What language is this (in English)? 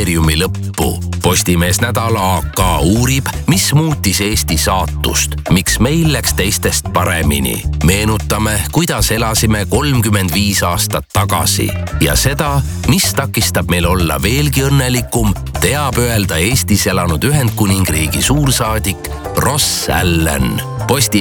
Estonian